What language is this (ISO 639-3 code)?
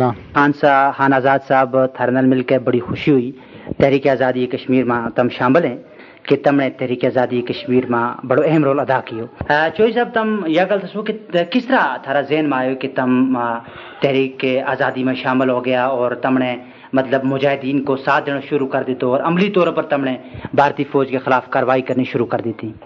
gju